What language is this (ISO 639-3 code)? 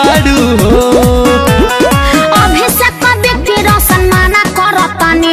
bho